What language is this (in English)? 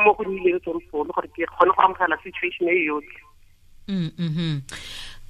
Tswana